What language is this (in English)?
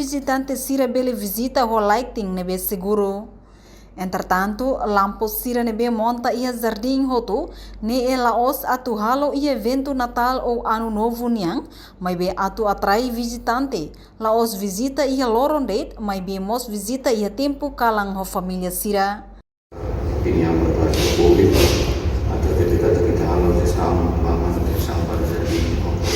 Tetum